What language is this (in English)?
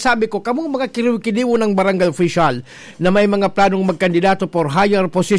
Bikol